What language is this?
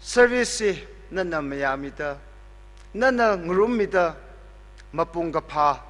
Tangkhul Naga (India)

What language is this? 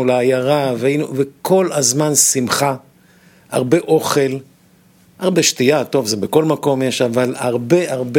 Hebrew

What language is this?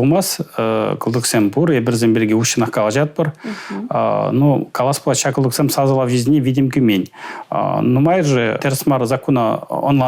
Chuvash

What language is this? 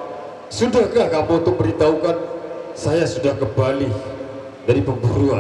Sasak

